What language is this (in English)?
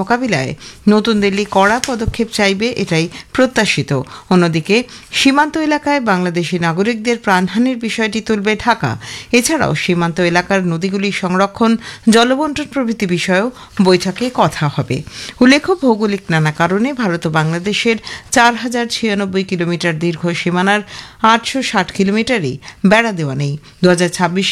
Bangla